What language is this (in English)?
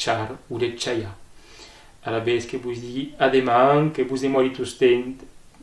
Occitan